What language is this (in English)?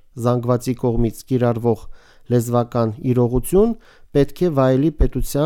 Armenian